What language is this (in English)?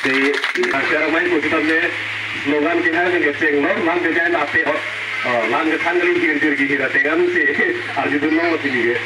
Karbi